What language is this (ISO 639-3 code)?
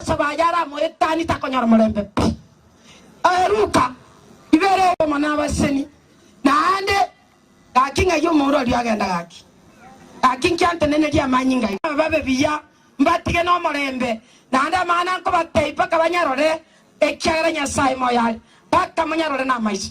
guz